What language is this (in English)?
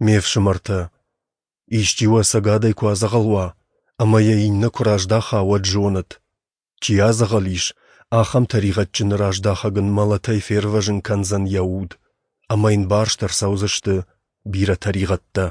Ossetic